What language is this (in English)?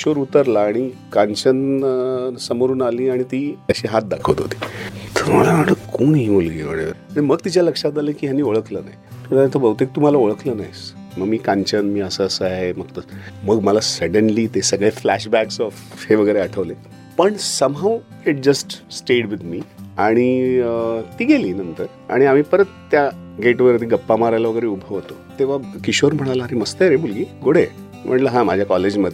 Marathi